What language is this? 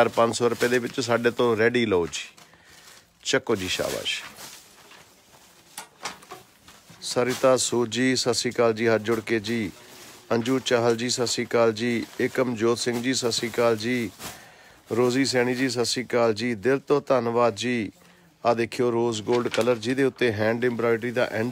Punjabi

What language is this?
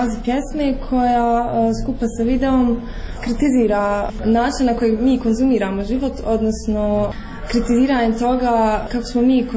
Croatian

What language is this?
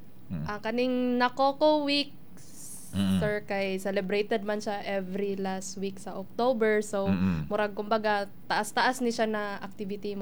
Cebuano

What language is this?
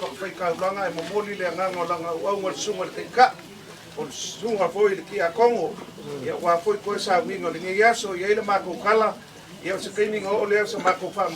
Samoan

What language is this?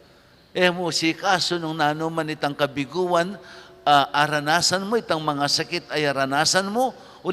Pampanga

